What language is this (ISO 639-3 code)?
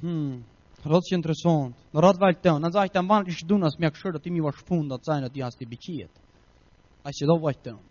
pdt